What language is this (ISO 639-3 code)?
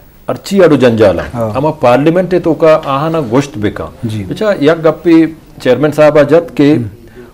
bgp